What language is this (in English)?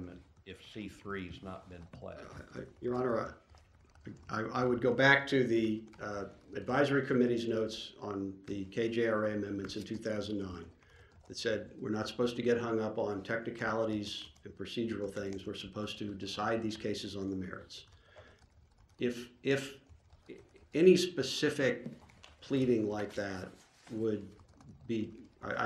English